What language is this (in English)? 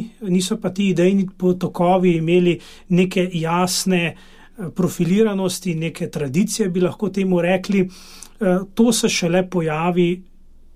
Slovenian